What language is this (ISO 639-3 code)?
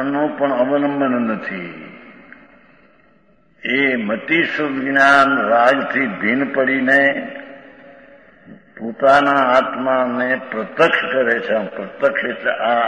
guj